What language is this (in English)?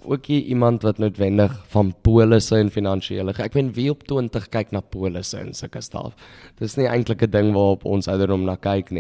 Afrikaans